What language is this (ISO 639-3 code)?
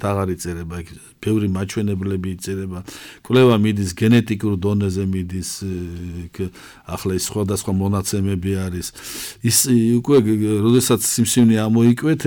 kat